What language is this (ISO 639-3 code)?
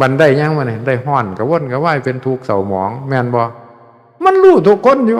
tts